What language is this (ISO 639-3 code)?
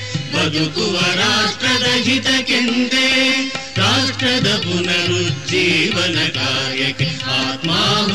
kan